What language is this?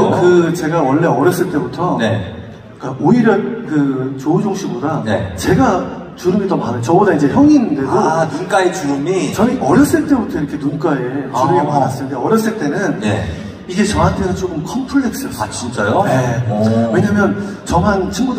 Korean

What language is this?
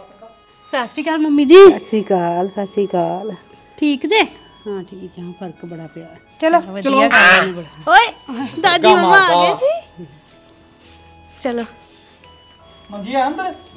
Punjabi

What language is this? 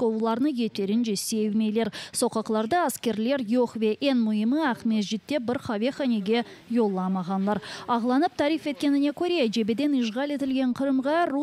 Crimean Tatar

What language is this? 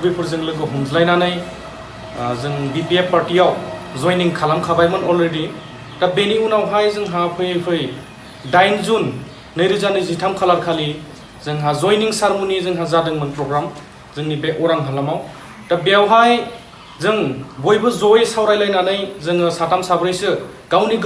Bodo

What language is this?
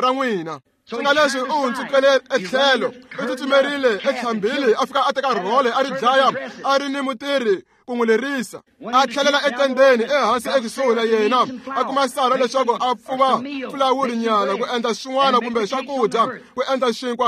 Tsonga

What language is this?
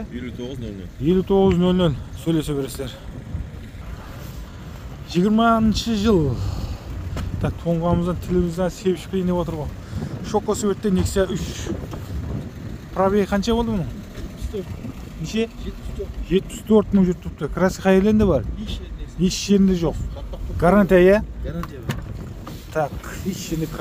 Kazakh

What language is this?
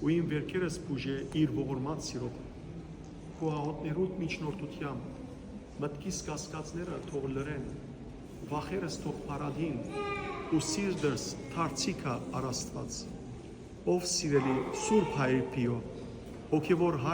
Western Armenian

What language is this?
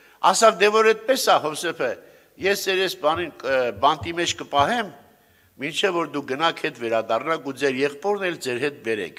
Armenian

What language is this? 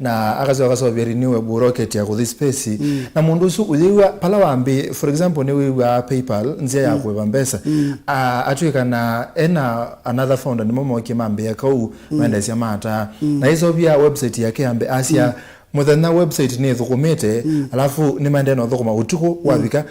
Kamba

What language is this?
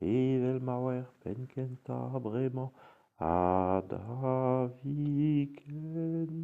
Breton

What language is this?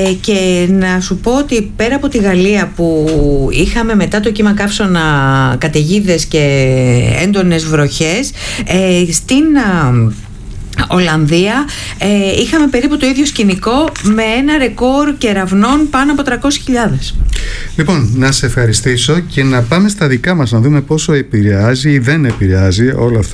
Greek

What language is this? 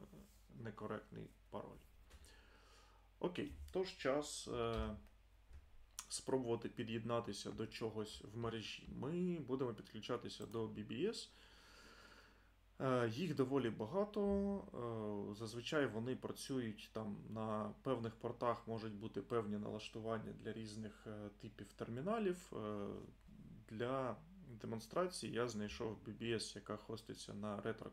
Ukrainian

